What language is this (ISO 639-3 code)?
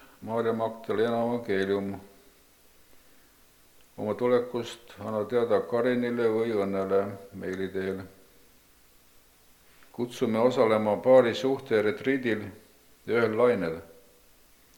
est